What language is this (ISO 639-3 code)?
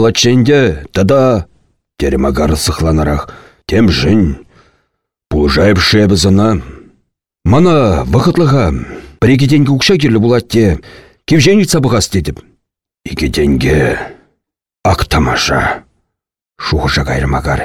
chv